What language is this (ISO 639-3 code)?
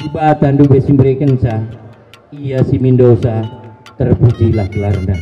btx